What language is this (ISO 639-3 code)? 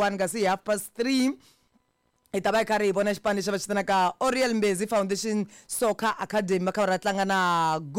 tso